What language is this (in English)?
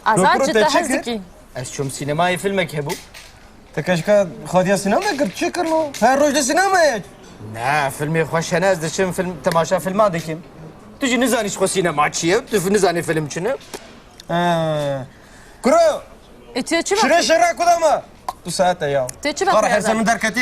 Kurdish